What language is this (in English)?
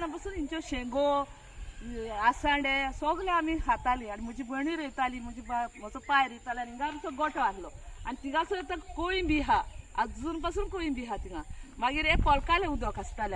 Konkani